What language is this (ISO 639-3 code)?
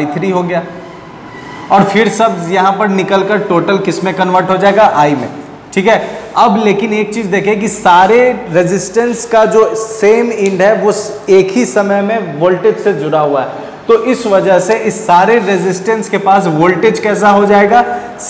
hin